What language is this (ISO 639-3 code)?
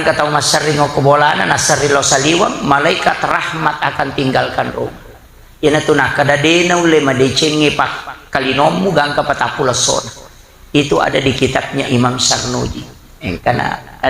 bug